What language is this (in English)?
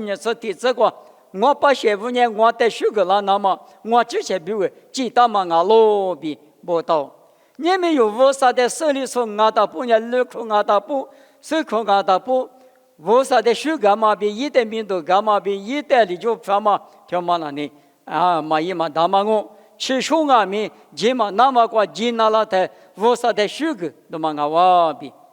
Lisu